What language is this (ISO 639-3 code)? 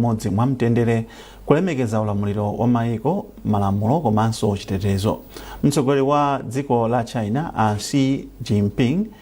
nya